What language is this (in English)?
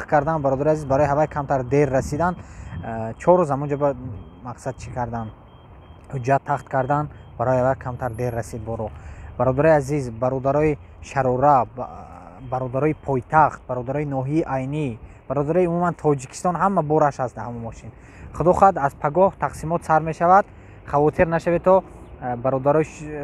Tajik